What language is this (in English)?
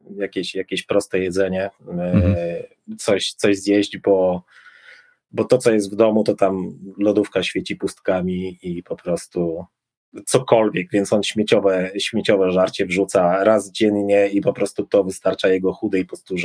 Polish